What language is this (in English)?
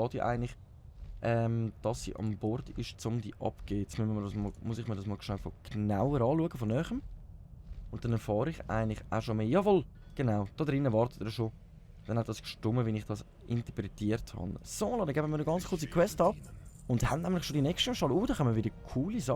Swiss German